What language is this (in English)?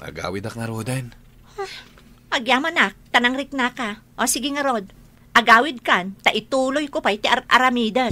Iloko